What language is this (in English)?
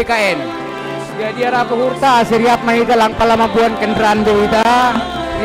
Batak Simalungun